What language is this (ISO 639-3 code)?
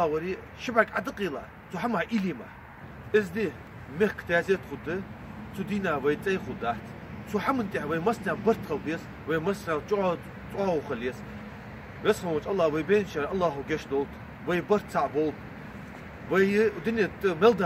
inh